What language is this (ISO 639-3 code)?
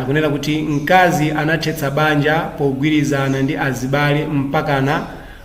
nya